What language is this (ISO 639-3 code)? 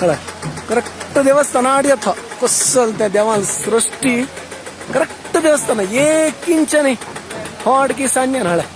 kok